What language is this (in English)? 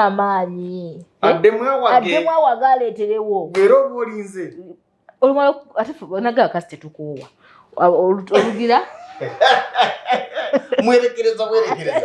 Ganda